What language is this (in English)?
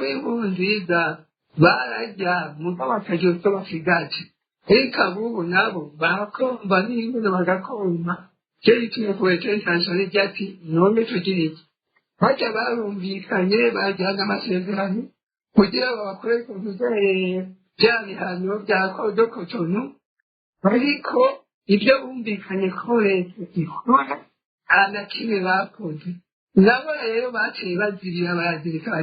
Rundi